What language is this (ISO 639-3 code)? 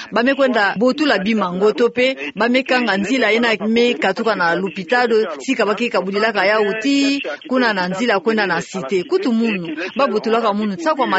ktu